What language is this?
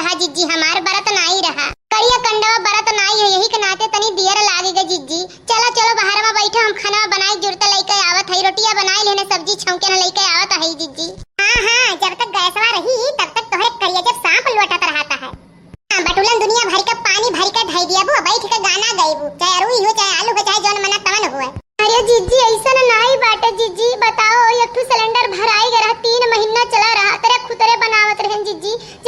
Awadhi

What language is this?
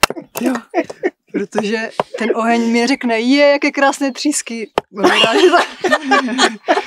Czech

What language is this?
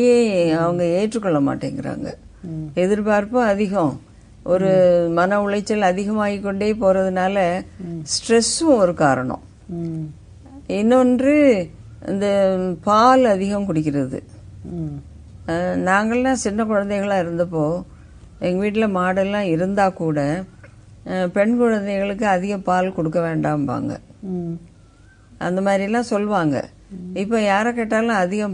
Tamil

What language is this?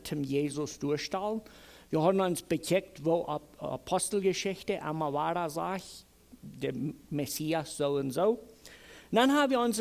Plautdietsch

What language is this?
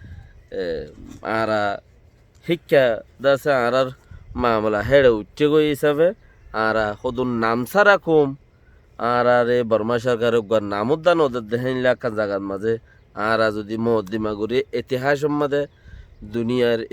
Rohingya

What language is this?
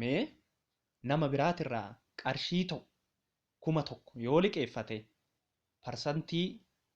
Oromo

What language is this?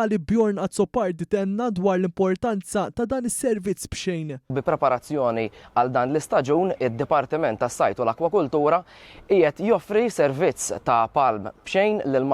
Maltese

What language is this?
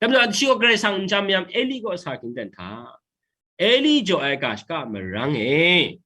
Kachin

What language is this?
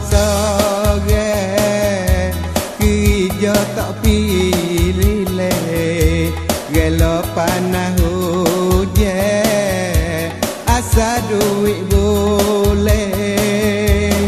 Malay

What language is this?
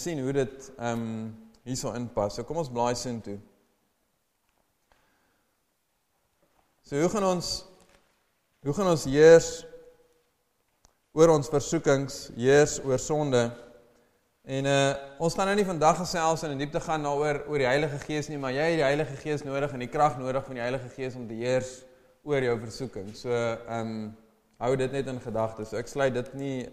Afrikaans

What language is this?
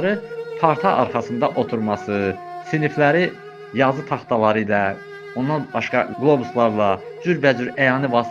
Azerbaijani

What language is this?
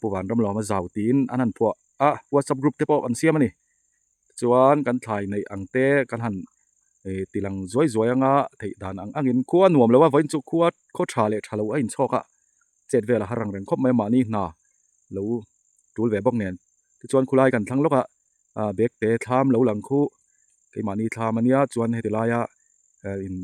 Mizo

